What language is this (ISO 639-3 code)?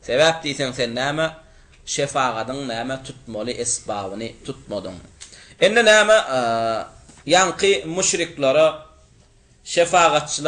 tuk